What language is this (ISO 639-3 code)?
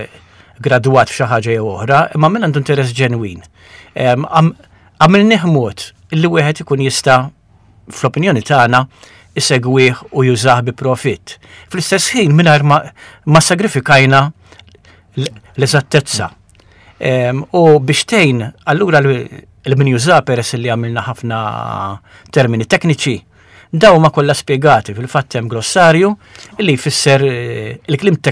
mlt